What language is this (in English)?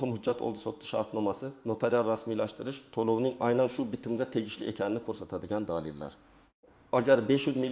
Uzbek